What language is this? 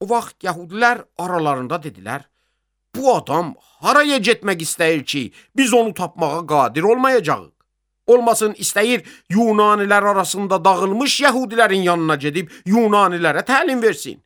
Azerbaijani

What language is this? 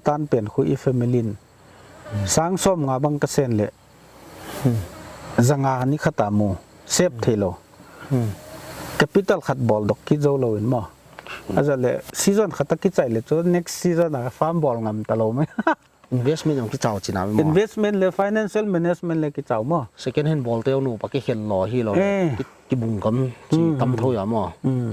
Paite Chin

